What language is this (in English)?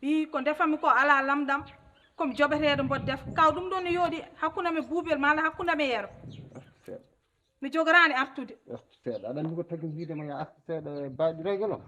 Fula